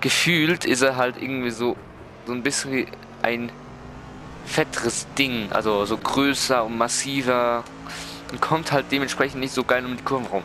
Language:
Swiss German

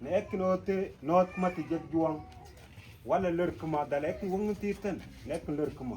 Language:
Mabaan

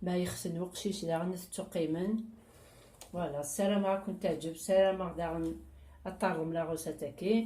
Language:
Kabyle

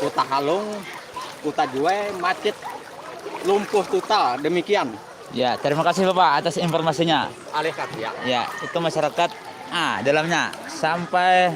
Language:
Banjar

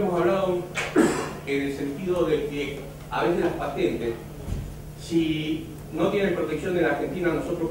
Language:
Spanish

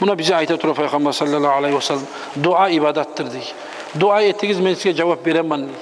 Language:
Kumyk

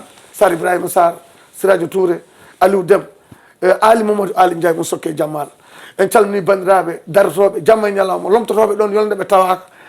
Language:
Fula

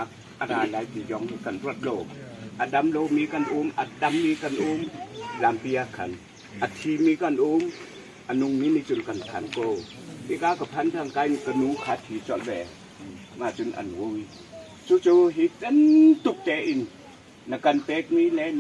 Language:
Hakha Chin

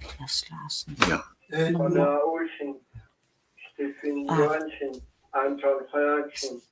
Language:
Kalaallisut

